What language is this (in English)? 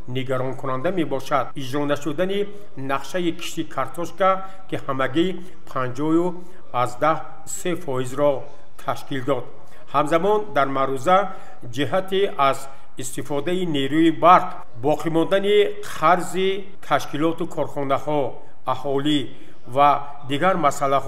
Tajik